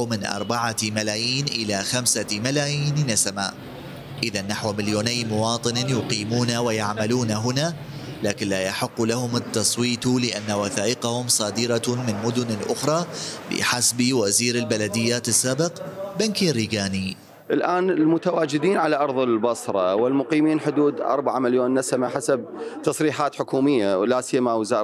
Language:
Mesopotamian Arabic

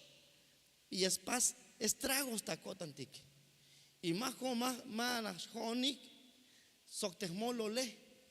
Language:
Tzeltal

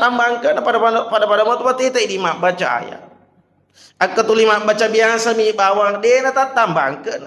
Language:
Buginese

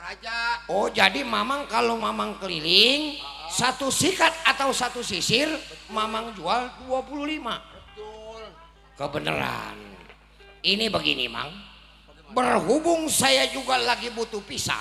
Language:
Betawi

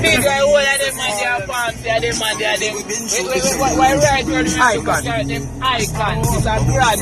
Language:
Jamaican Creole English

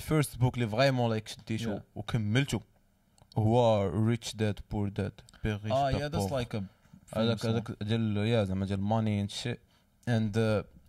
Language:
Moroccan Arabic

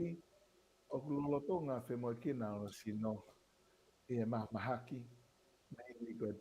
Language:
Tongan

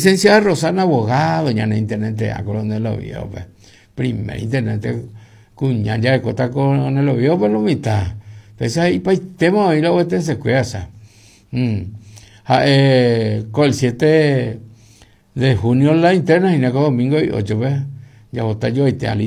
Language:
Guarani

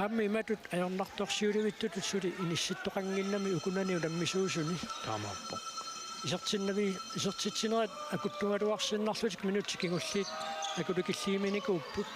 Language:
Kalaallisut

